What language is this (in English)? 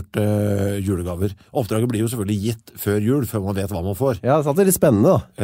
Norwegian